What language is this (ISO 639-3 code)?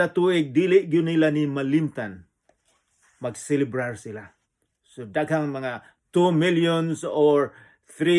ceb